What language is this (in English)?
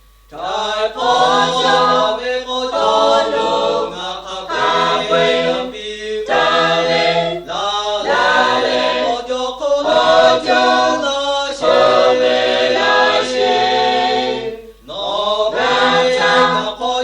Lahu